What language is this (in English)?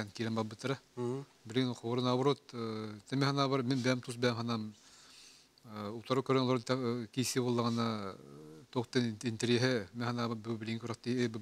Yakut